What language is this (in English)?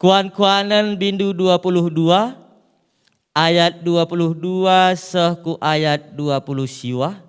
Batak Karo